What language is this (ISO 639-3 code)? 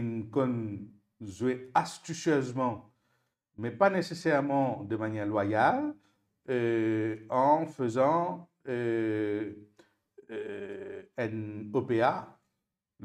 mfe